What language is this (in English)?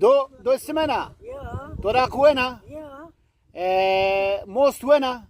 Zaza